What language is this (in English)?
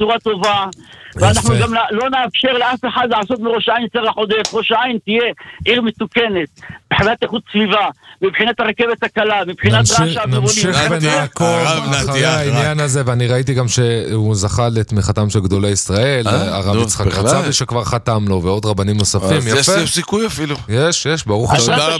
Hebrew